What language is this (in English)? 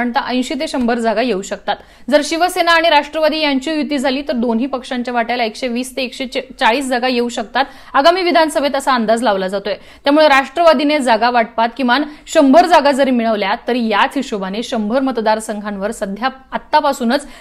Marathi